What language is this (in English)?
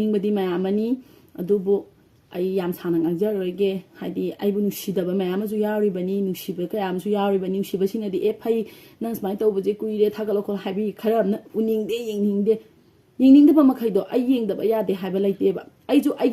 Manipuri